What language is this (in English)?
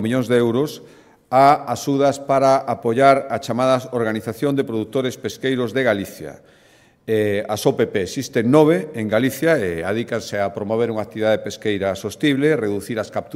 Galician